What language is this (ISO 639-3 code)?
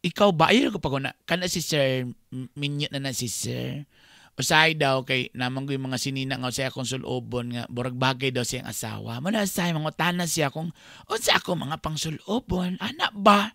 ceb